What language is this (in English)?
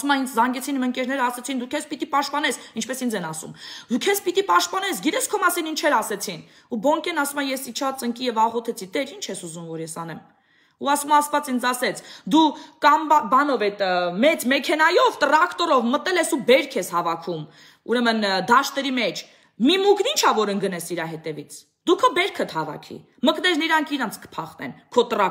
Armenian